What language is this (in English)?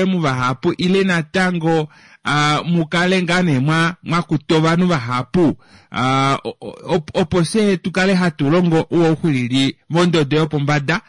Kuanyama